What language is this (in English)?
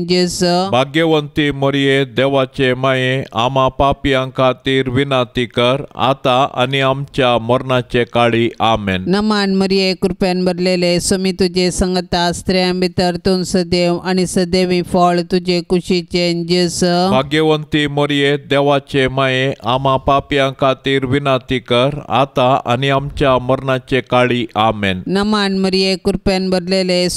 Konkani